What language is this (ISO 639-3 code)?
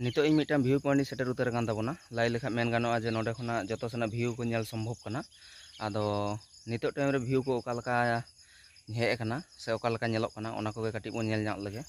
sat